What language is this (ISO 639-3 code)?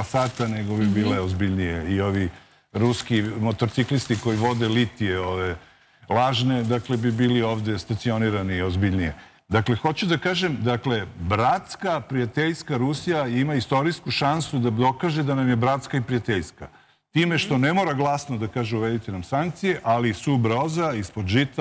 srp